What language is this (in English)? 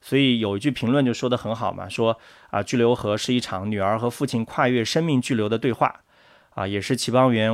Chinese